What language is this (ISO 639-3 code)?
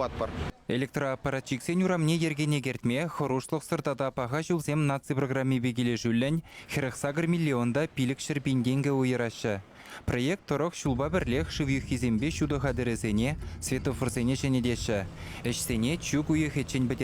chv